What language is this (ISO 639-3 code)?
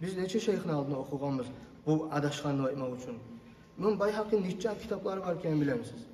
kum